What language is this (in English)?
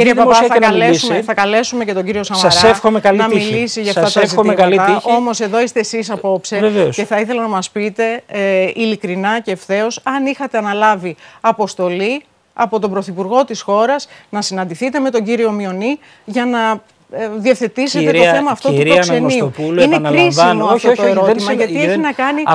Greek